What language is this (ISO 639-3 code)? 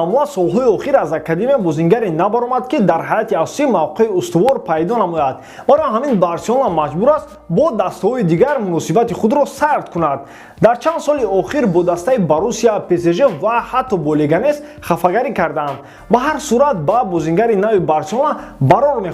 tgk